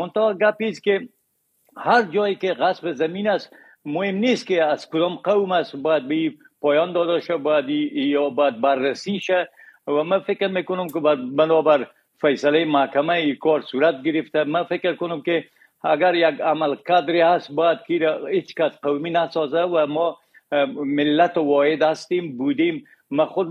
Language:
Persian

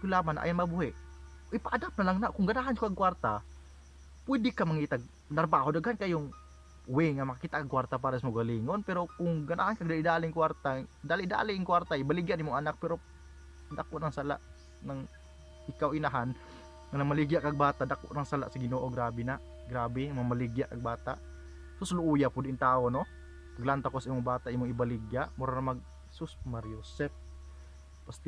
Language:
Cebuano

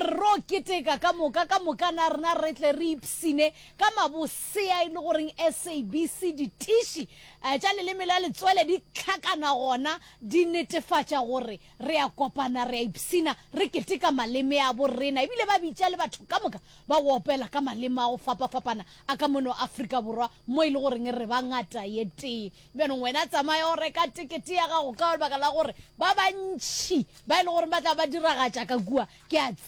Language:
Northern Sotho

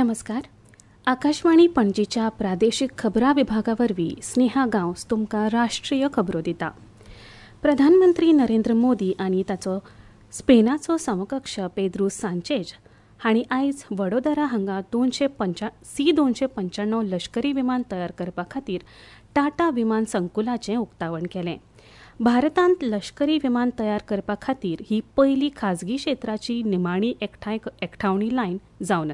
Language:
Konkani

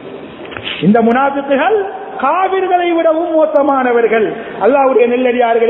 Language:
Tamil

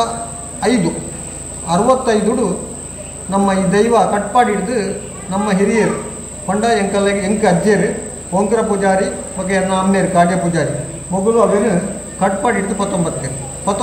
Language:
Tulu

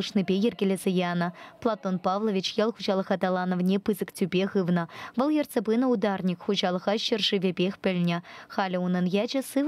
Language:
Chuvash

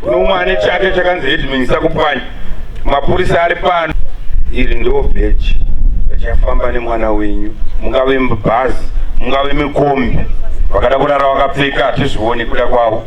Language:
Shona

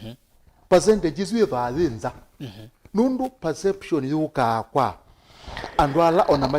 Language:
Kamba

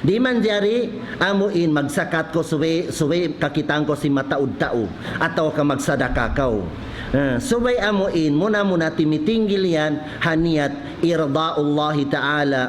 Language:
Tausug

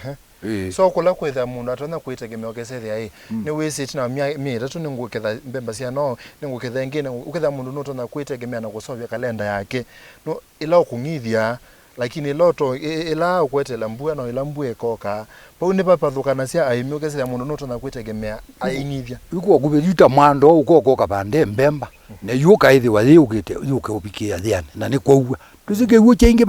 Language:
Kamba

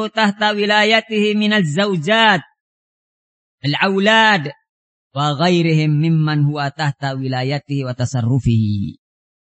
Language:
Indonesian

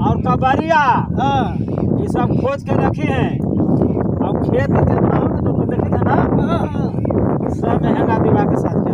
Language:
Magahi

